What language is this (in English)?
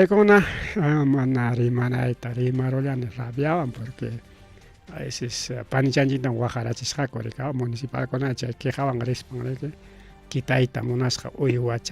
Ayacucho Quechua